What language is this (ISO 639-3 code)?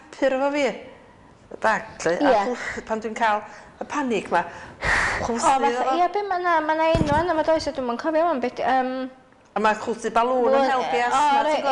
cym